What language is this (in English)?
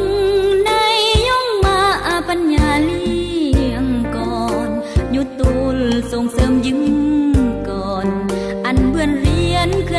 Khmu